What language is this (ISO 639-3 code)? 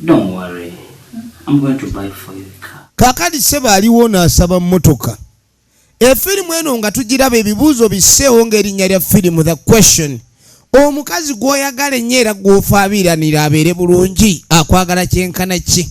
lug